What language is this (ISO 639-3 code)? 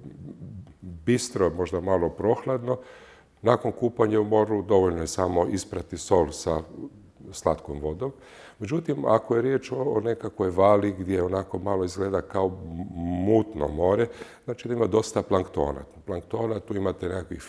hrv